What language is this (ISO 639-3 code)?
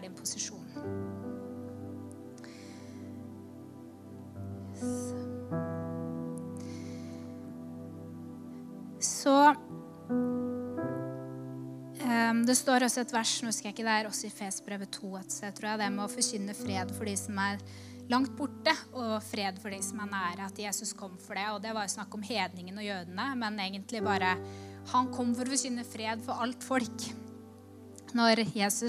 nor